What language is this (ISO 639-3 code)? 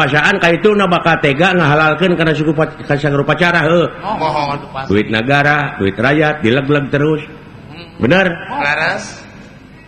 sun